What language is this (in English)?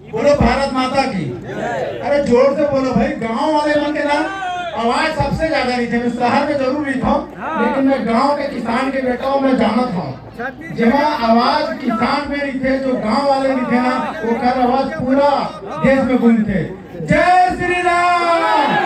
Chhattisgarhi